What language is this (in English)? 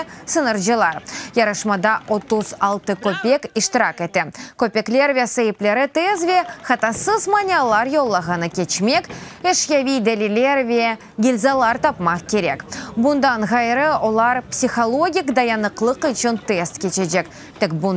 Crimean Tatar